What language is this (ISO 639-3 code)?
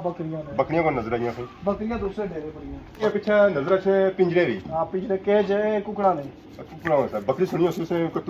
phr